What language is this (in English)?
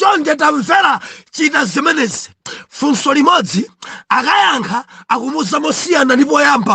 Nyanja